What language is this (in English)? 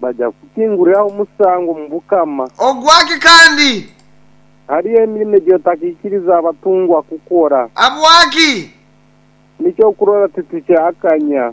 Nyankole